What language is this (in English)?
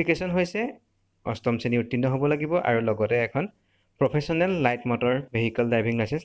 Assamese